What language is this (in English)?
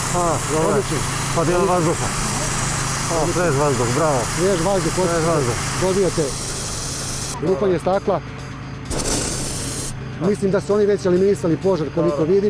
Serbian